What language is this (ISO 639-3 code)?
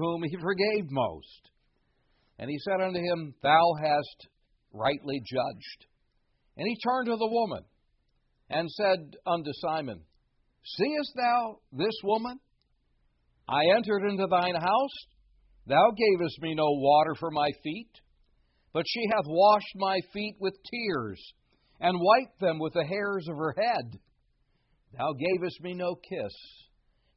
eng